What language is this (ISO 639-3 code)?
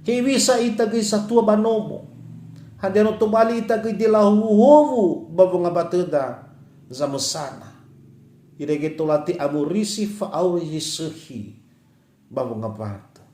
nia